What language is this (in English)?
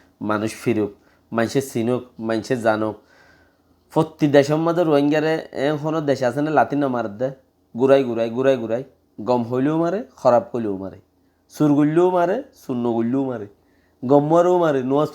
Rohingya